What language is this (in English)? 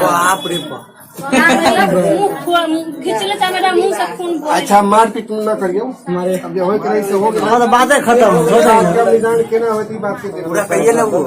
Maithili